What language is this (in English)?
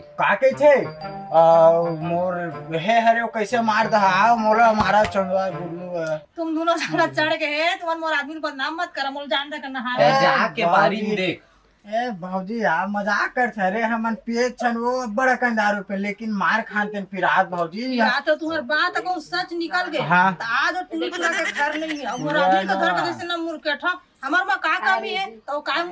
Chhattisgarhi